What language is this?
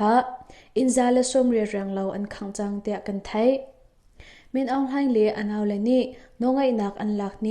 Hakha Chin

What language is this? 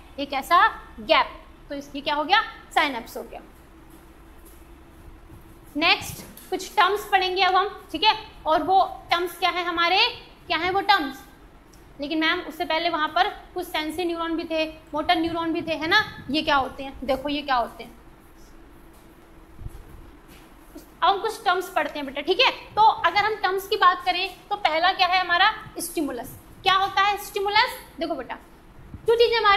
Hindi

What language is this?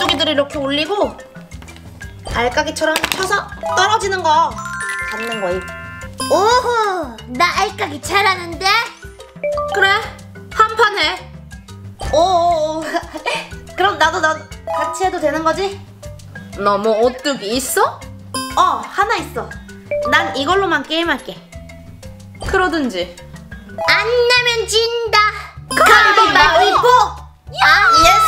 Korean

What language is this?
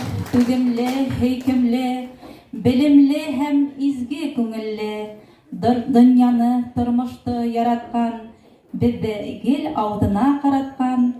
Bashkir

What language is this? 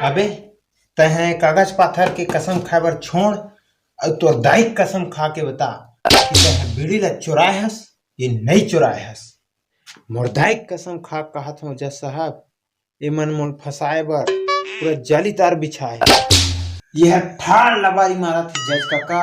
Chhattisgarhi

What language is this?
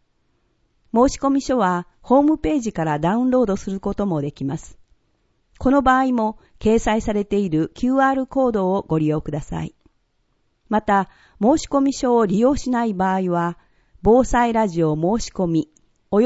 Japanese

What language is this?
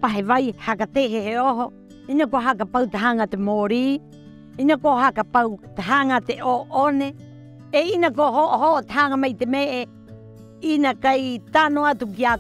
Rapanui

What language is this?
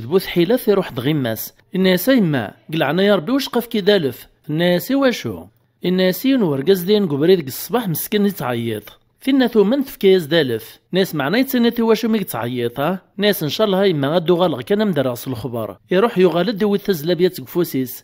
Kabyle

